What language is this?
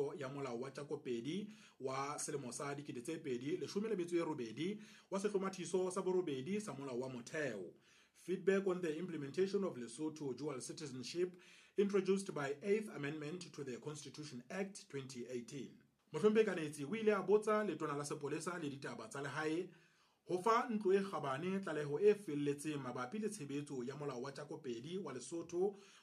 Southern Sotho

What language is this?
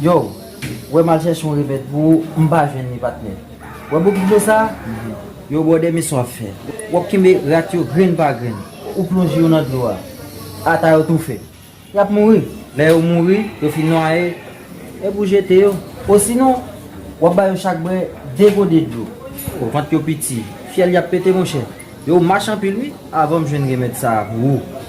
Haitian Creole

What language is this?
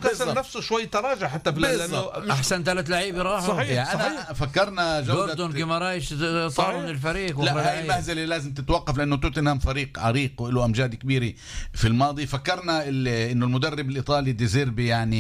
North Levantine Arabic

